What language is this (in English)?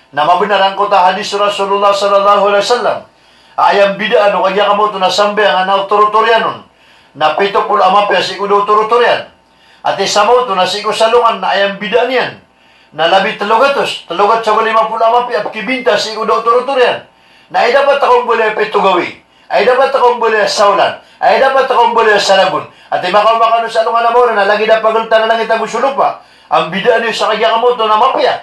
Maranao